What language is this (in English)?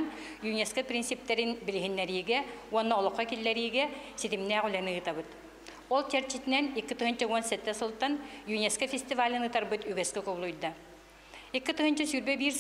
Yakut